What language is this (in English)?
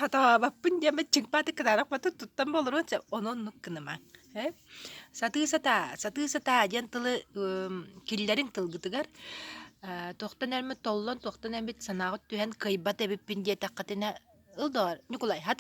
Yakut